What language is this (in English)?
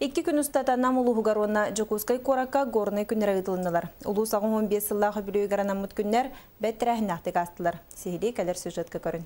Yakut